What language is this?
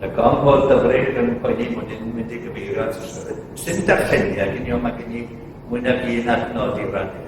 Welsh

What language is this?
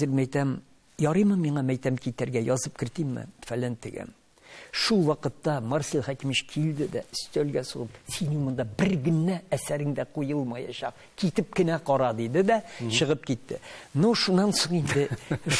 Tatar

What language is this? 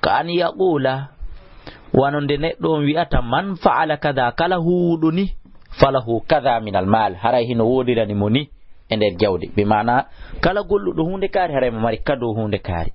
Fula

